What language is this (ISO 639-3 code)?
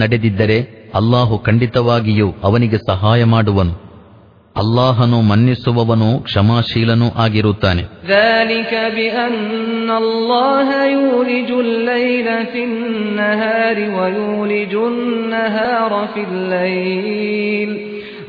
kan